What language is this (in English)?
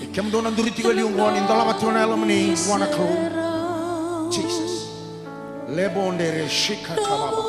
Fijian